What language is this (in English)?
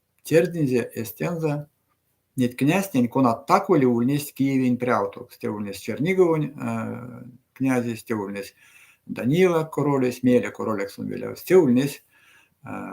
Erzya